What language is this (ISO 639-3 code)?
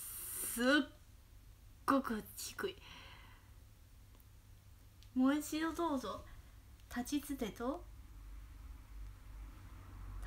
jpn